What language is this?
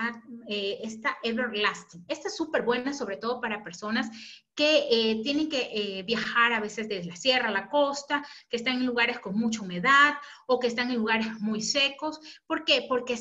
Spanish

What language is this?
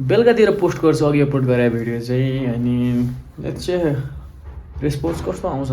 Nepali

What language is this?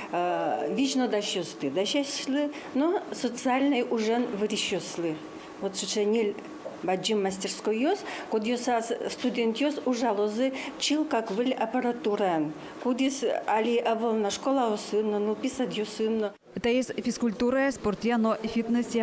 Udmurt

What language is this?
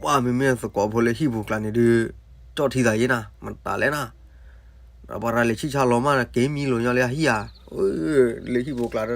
S'gaw Karen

